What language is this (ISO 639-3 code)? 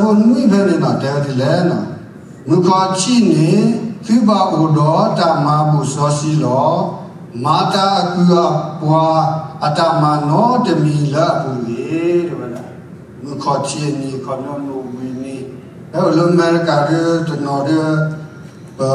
ksw